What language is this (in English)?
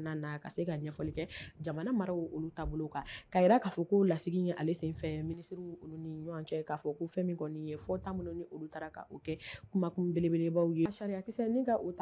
Bambara